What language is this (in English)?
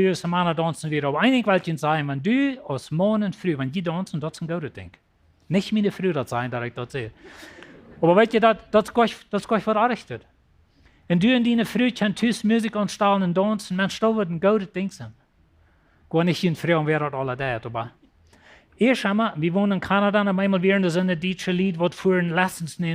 Plautdietsch